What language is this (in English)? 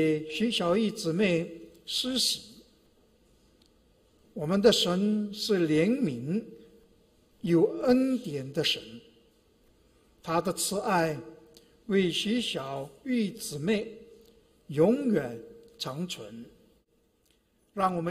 Chinese